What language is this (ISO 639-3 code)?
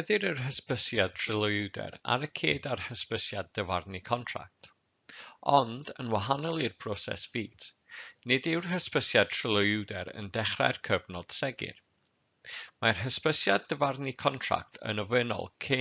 cym